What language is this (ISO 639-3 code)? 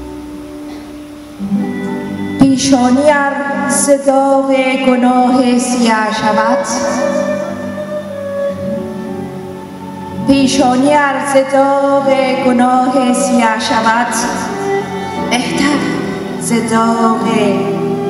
fas